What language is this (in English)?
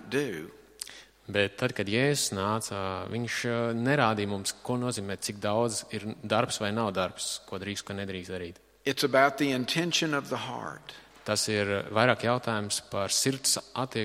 Latvian